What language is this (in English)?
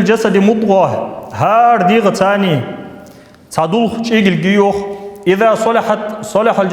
Ingush